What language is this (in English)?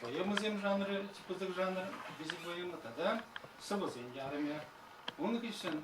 Chuvash